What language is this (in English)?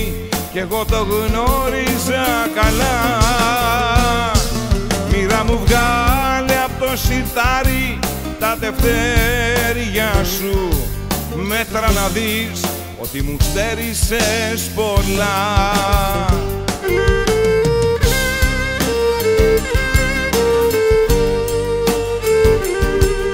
Greek